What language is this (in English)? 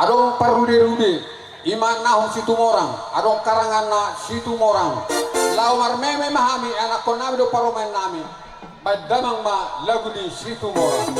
Batak Toba